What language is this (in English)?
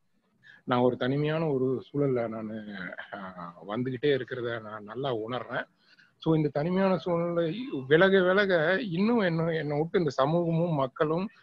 Tamil